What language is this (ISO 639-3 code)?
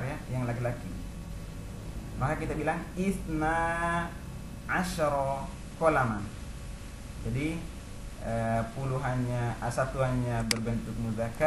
ind